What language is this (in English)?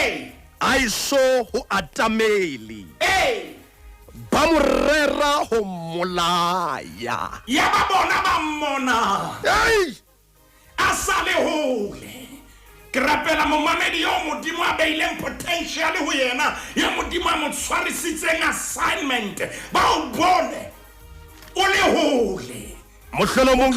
Southern Sotho